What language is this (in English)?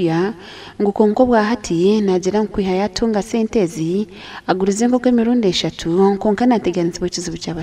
Nyankole